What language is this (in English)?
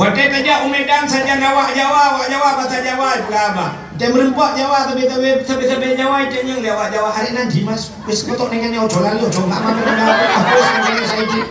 Achinese